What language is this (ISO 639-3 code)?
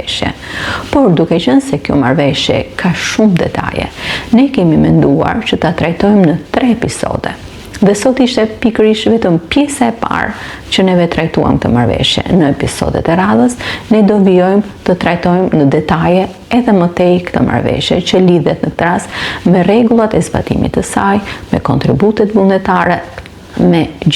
sqi